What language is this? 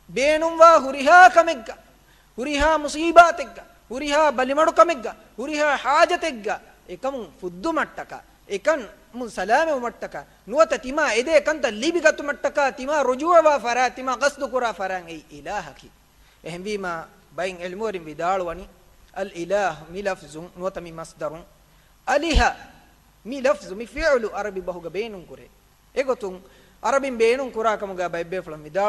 Divehi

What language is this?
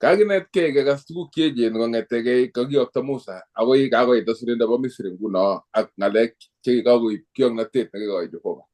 Kalenjin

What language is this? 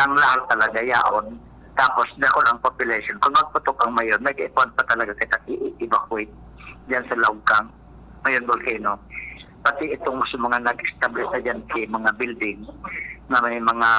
Bikol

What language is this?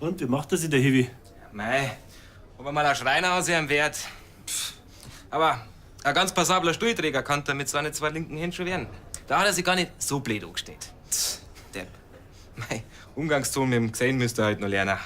Bavarian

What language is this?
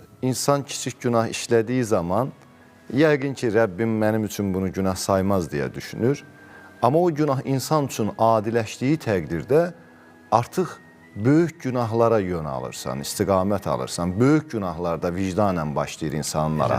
Azerbaijani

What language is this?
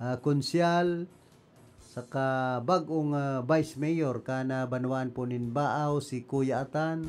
Bikol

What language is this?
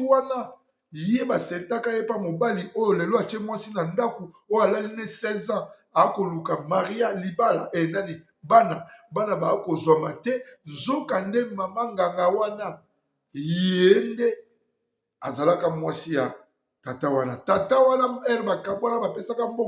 Lingala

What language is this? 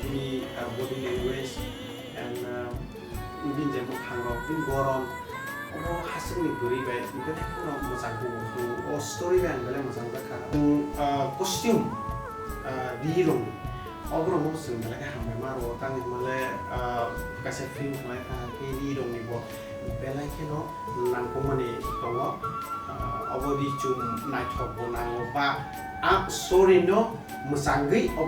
Kok Borok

